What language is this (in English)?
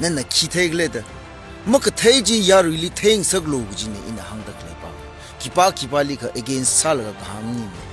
Tangkhul Naga (India)